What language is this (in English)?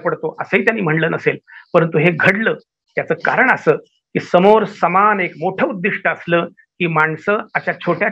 Marathi